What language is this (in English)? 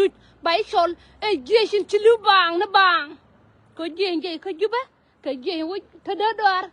Nuer